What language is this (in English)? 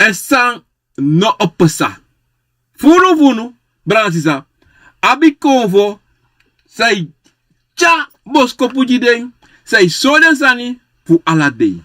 Sranan Tongo